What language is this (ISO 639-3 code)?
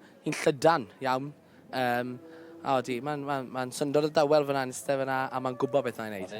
cym